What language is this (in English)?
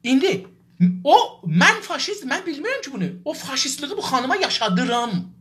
South Azerbaijani